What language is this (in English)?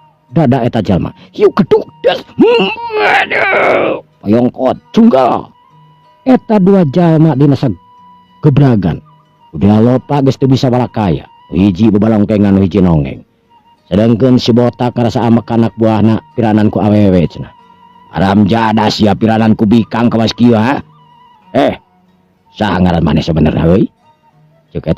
Sundanese